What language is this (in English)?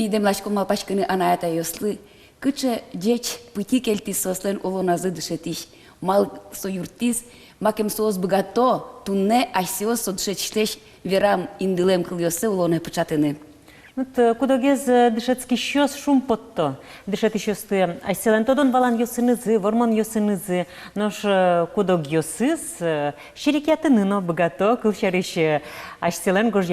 Udmurt